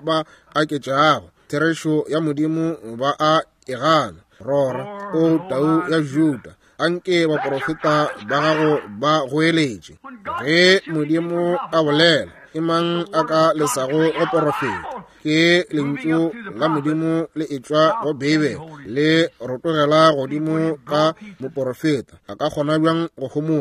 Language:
Northern Sotho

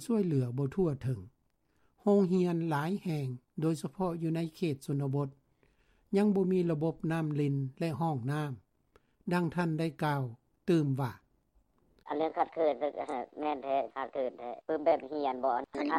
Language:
Lao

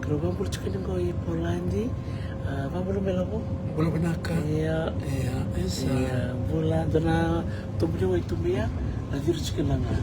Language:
Fijian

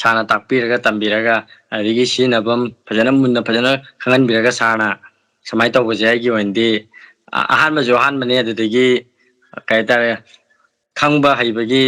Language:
Manipuri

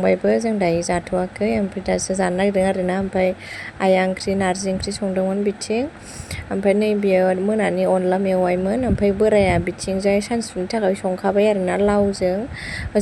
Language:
Bodo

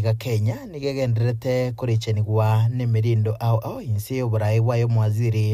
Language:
Gusii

